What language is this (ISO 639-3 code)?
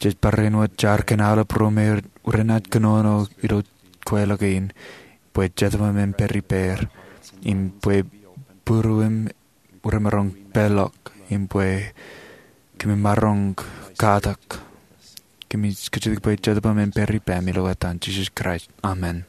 mah